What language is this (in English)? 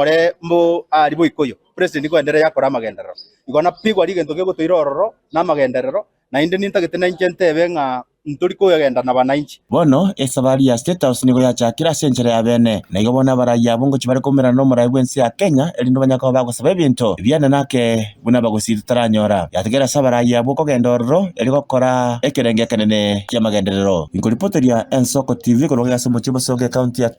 Gusii